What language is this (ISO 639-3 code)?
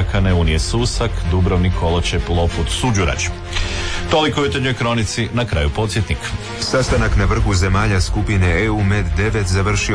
hrv